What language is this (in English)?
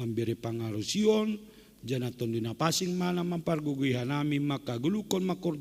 Batak Simalungun